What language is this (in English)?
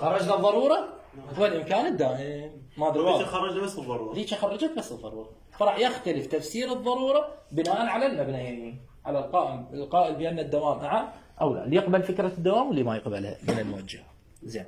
Mesopotamian Arabic